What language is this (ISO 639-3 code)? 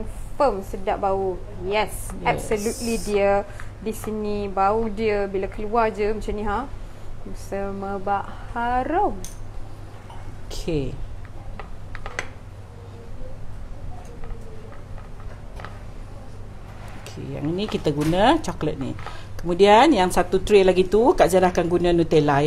msa